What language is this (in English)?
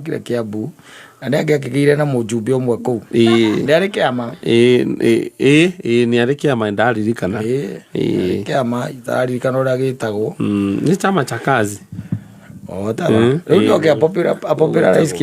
Kikuyu